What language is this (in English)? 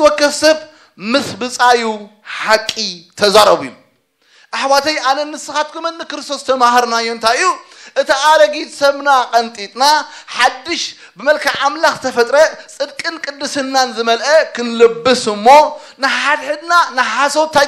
Tigrinya